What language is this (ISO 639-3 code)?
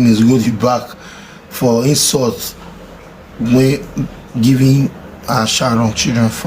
pcm